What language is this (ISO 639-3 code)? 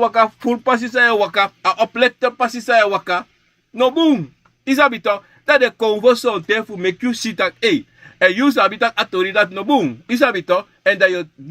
srn